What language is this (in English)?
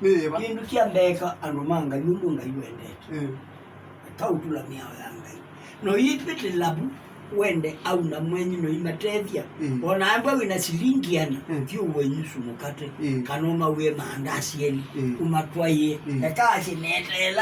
Kamba